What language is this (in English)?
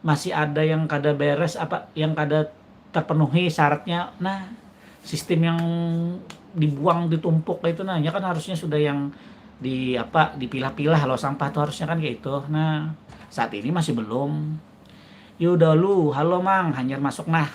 Banjar